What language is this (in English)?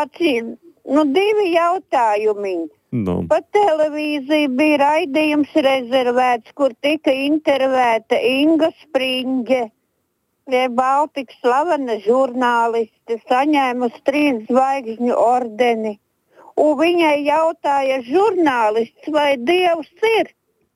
Latvian